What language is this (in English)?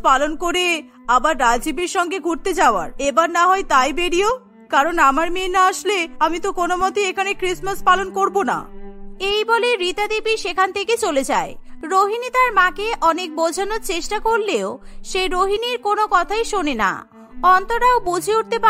Bangla